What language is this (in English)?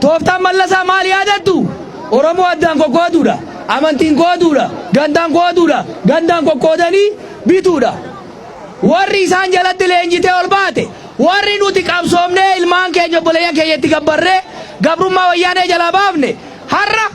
Oromo